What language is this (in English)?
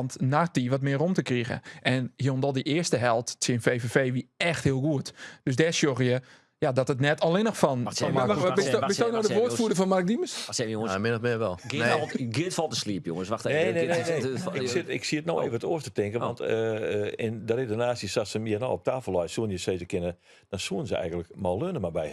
Western Frisian